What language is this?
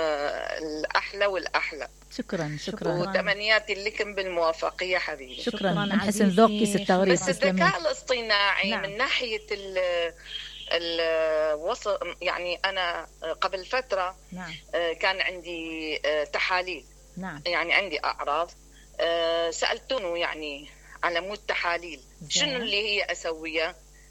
Mesopotamian Arabic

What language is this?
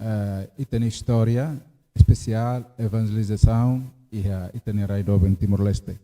Tetum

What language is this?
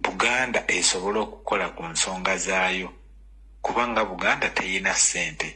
Ganda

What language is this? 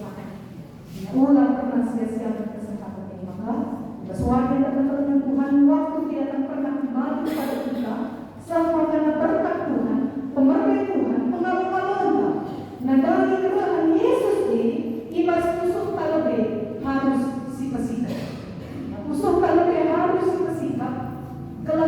Batak Karo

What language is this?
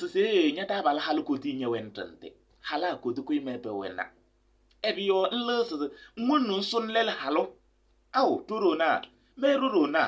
Kabiyè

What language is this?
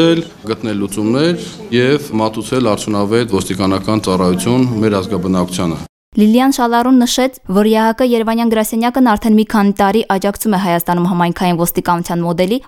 Armenian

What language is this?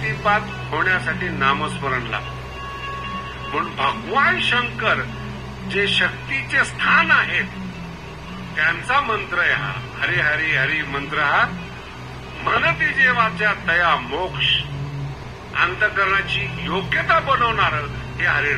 Marathi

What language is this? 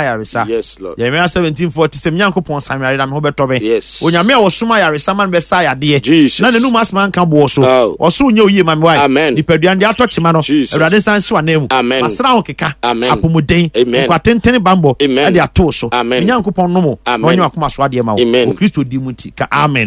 Akan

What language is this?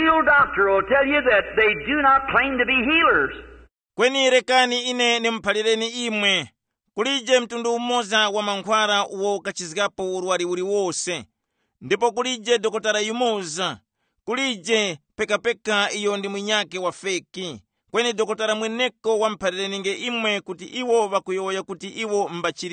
Tumbuka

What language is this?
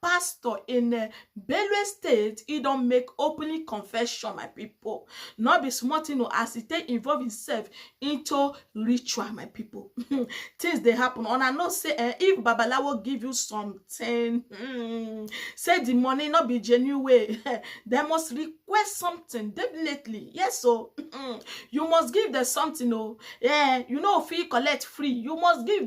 Nigerian Pidgin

